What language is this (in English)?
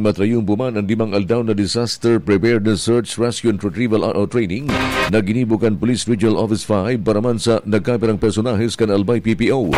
Bikol